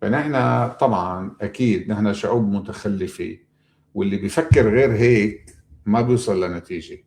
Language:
North Levantine Arabic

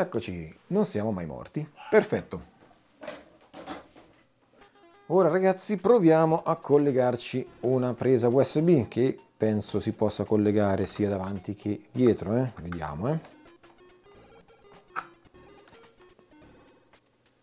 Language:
Italian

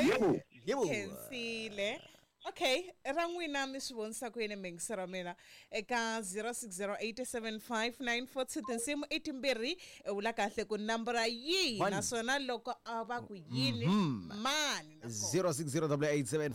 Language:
Tsonga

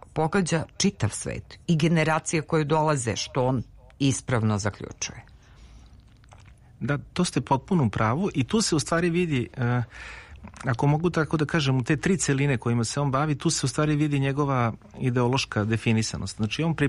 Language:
Serbian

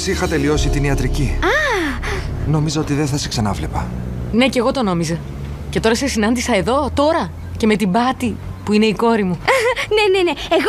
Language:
Greek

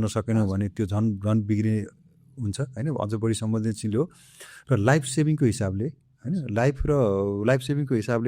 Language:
Nepali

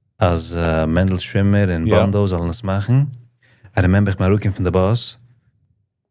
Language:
Yiddish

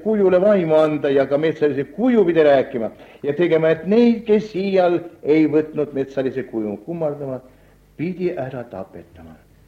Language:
Estonian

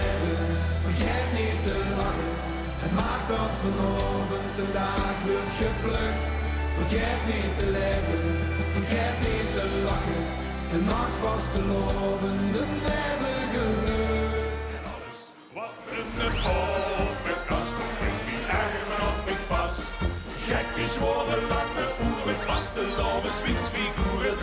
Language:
Limburgish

